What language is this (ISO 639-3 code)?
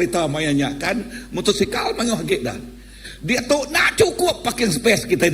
iba